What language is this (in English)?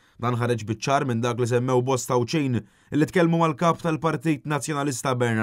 Maltese